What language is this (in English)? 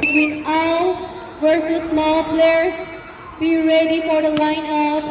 Tangkhul Naga (India)